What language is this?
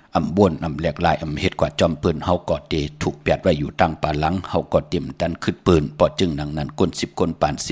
Shan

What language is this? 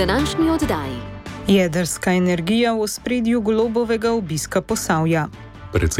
Slovenian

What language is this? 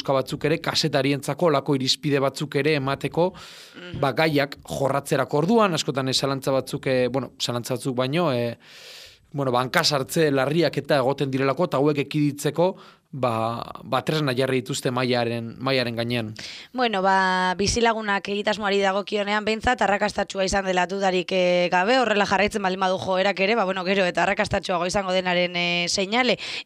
Basque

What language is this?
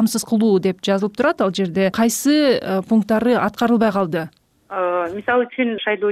Kyrgyz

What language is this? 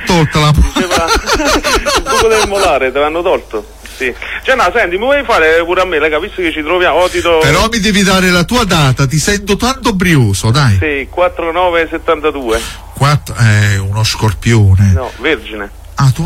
Italian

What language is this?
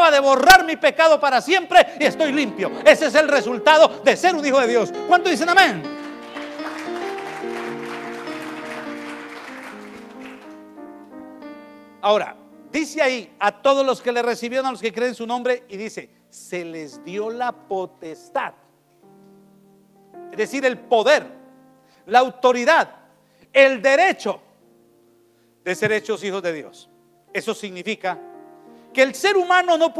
Spanish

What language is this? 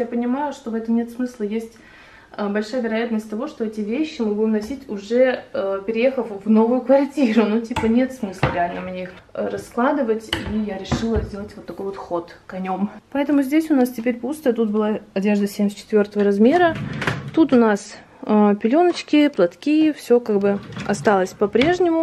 Russian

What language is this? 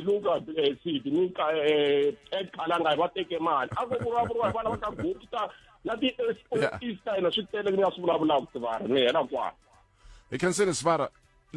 Tsonga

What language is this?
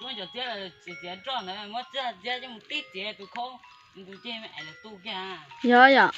Hmong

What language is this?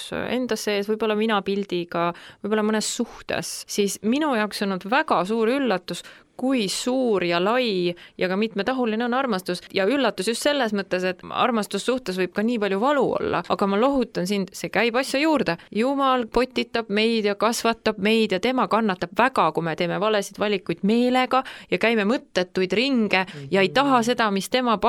Estonian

